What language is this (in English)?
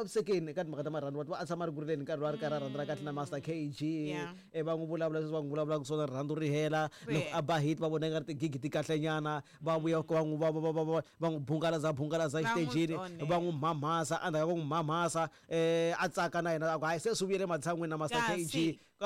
Tsonga